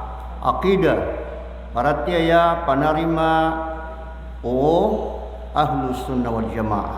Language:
Maranao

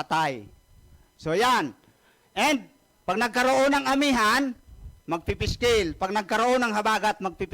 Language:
Buhi'non Bikol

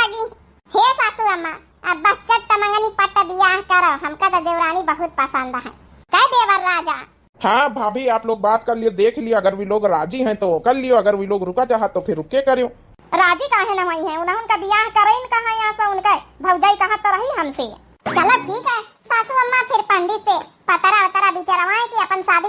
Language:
Awadhi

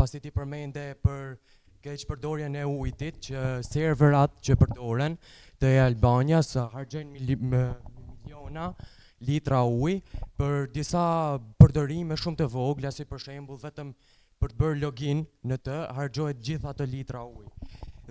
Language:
Albanian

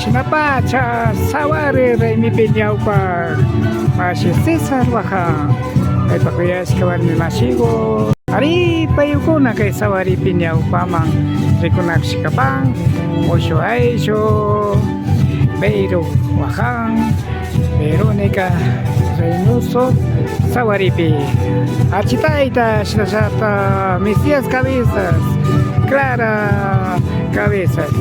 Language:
Imbabura Highland Quichua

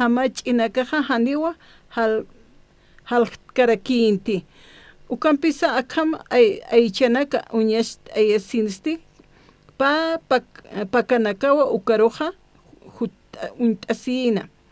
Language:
Aymara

